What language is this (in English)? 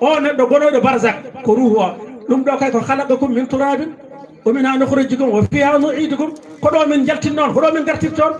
Fula